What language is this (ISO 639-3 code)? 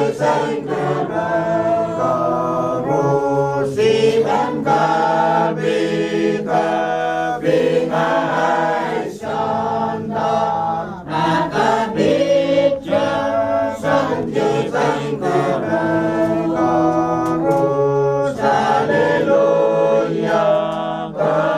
pon